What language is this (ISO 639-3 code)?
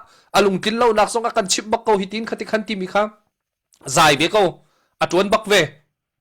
cnh